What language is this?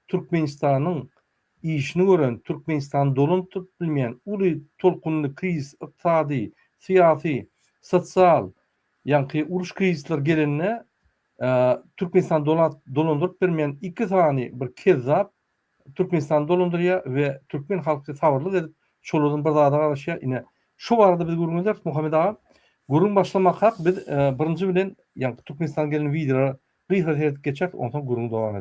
Turkmen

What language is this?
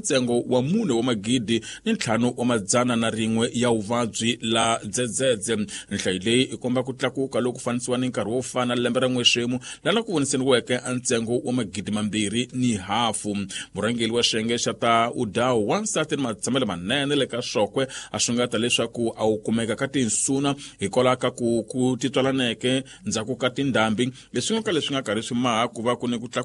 Tsonga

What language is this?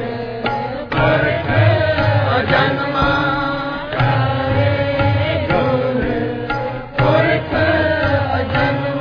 Punjabi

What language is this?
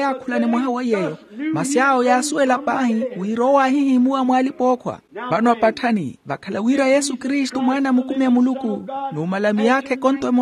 Makhuwa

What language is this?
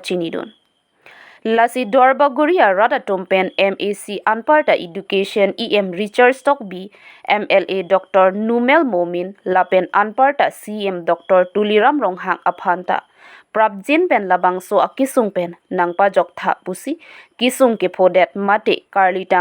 Karbi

